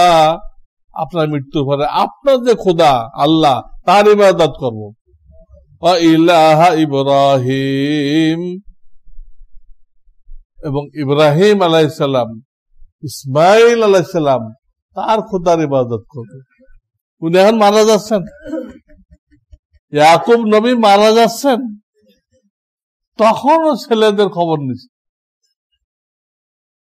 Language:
Bangla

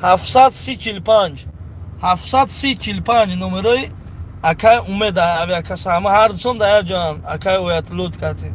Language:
Tajik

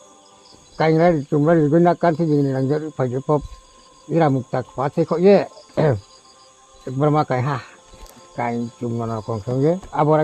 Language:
Riang (India)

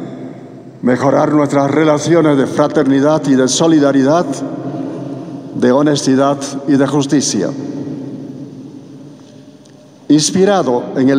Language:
Spanish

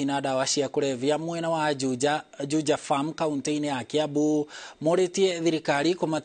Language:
Kikuyu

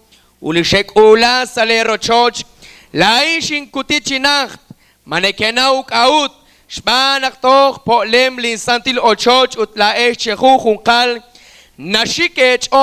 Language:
Kekchí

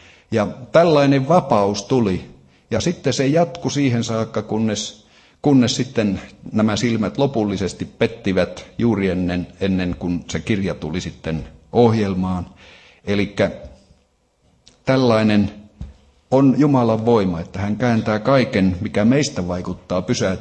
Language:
Finnish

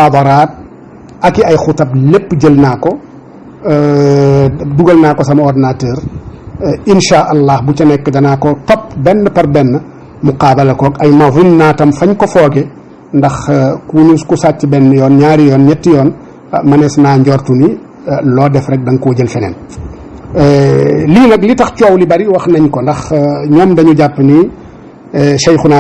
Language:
Wolof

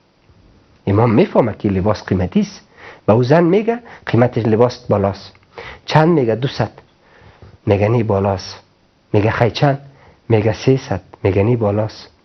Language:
Persian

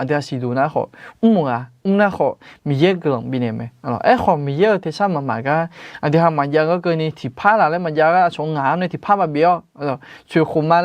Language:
Akha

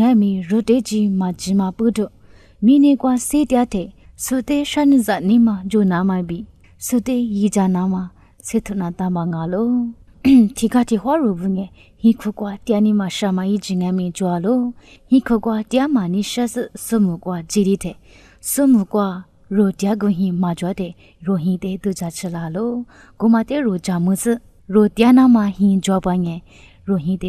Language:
Lisu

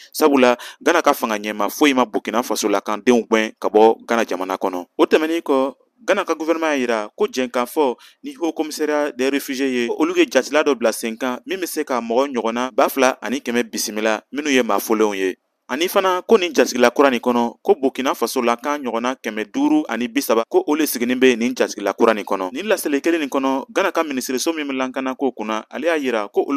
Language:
Bambara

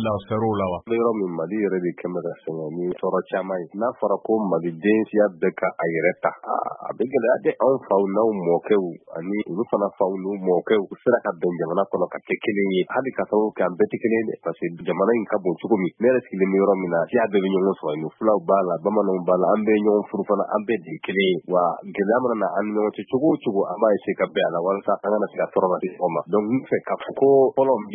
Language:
Bambara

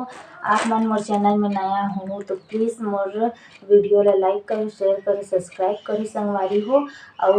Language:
Chhattisgarhi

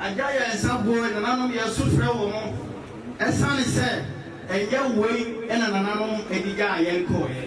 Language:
Akan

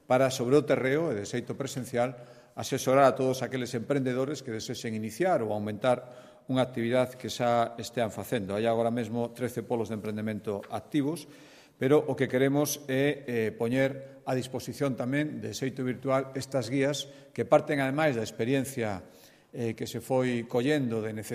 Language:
Galician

